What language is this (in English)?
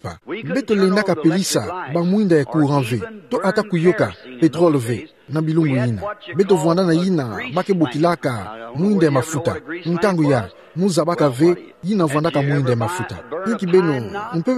Kituba (Democratic Republic of Congo)